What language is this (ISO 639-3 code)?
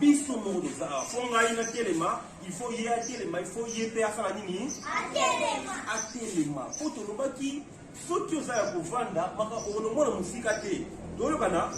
lin